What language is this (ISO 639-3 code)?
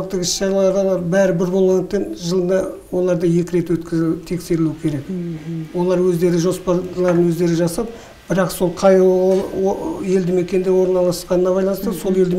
kaz